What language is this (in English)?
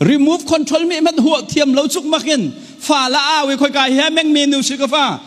Hakha Chin